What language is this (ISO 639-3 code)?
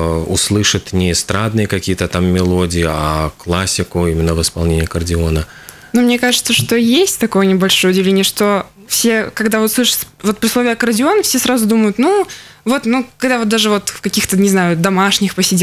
rus